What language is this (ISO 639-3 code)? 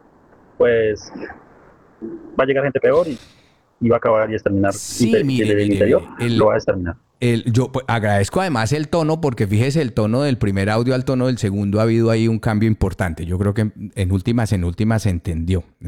spa